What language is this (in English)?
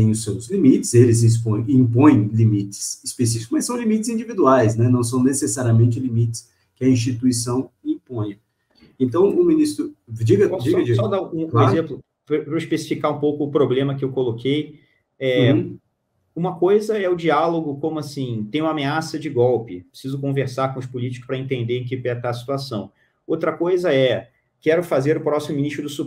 Portuguese